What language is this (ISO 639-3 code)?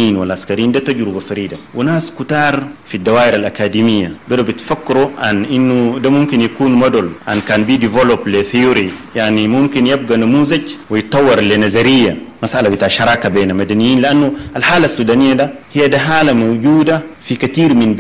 apd